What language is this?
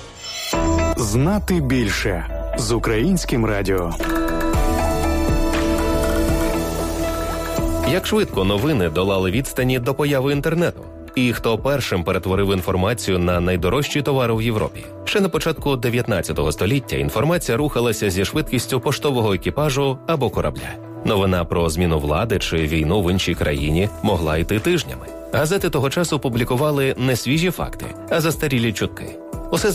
Ukrainian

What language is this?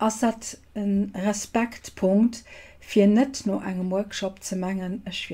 Luxembourgish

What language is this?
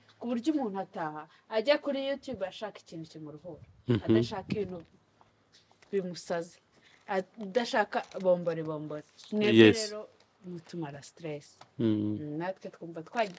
Kinyarwanda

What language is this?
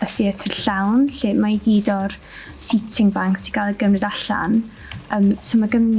Welsh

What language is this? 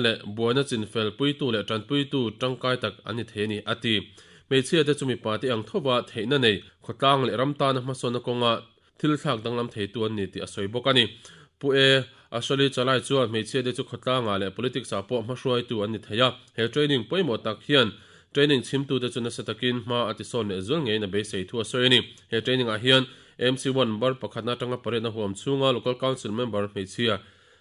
Mizo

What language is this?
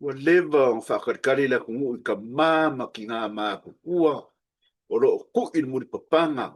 Samoan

